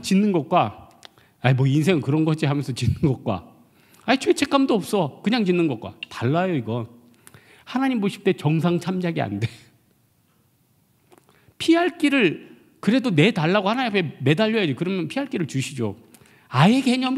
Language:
Korean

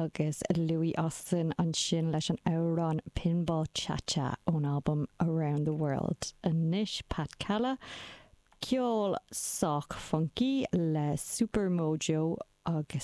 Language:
Irish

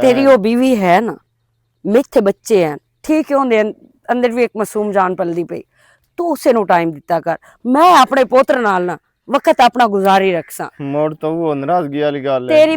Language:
Western Panjabi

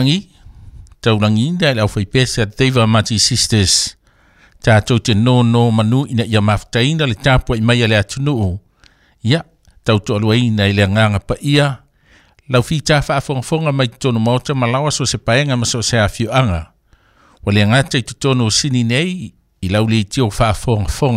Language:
Samoan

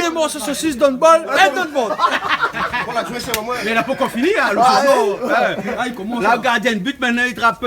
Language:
Réunion Creole French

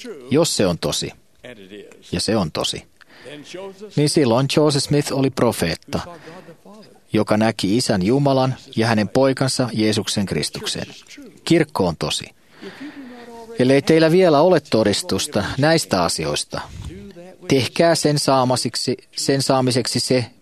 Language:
Finnish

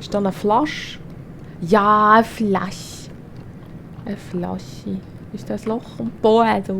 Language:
Swiss German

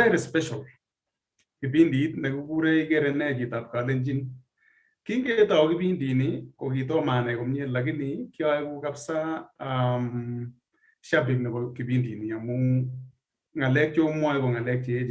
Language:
Kalenjin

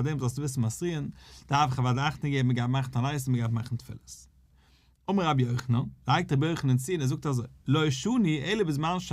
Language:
Yiddish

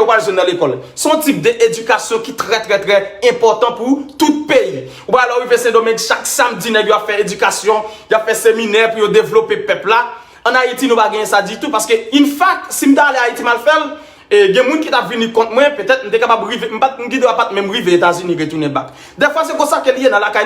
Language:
Haitian Creole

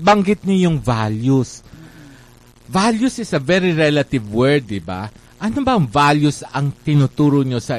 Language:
Filipino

